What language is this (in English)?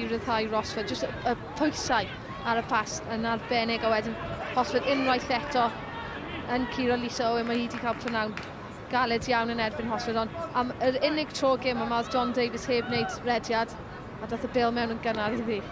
Welsh